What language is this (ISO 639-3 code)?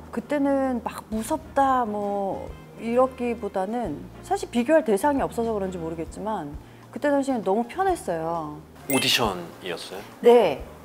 kor